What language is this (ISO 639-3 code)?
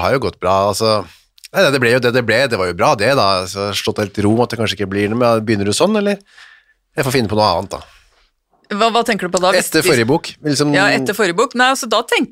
nor